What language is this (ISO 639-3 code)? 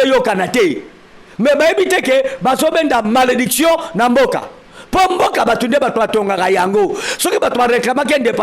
lin